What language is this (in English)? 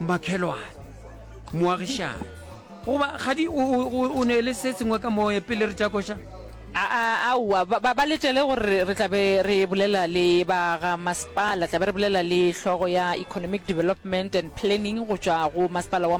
Northern Sotho